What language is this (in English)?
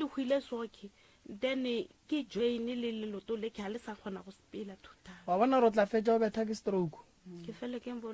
Northern Sotho